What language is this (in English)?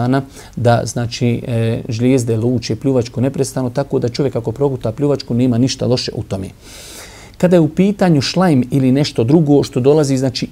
Bosnian